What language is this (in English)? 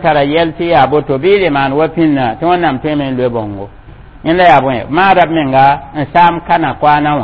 Mossi